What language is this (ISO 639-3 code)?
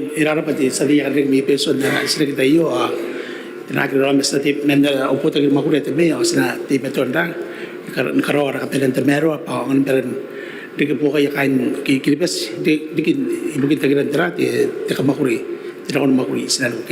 gil